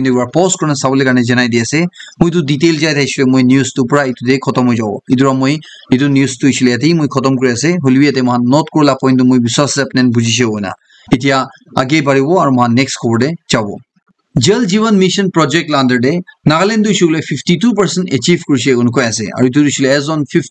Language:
Naga Pidgin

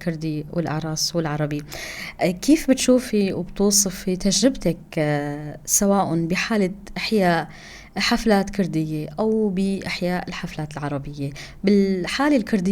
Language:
North Levantine Arabic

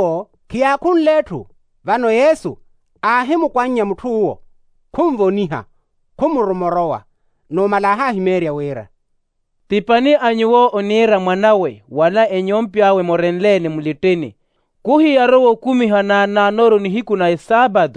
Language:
Makhuwa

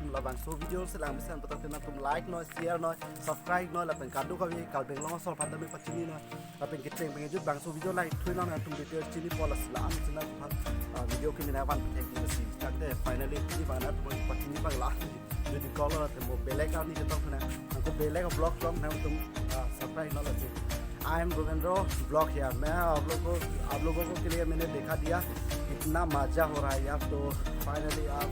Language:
Karbi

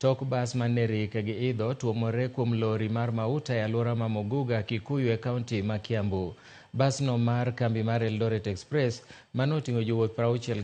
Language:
Luo (Kenya and Tanzania)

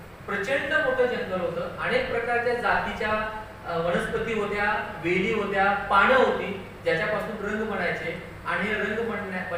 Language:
Marathi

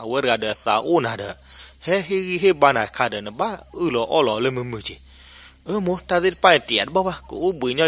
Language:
S'gaw Karen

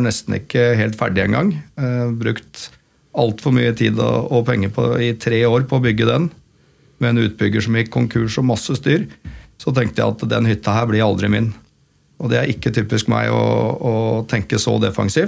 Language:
Norwegian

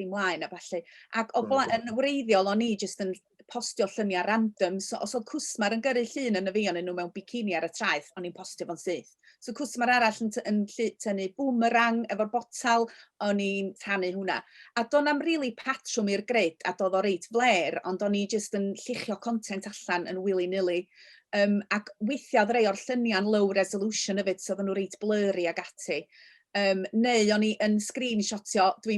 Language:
Welsh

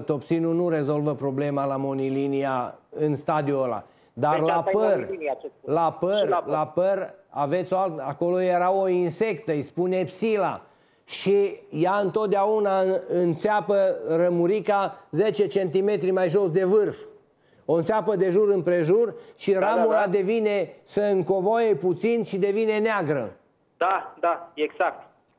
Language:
Romanian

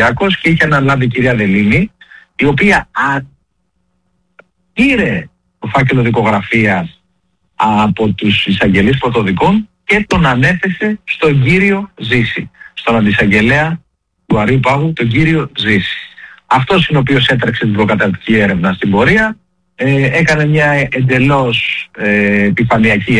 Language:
Greek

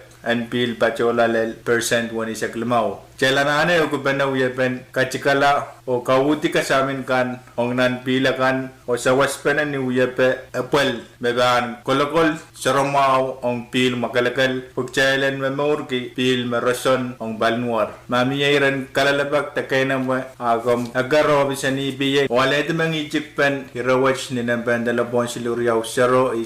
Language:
Pohnpeian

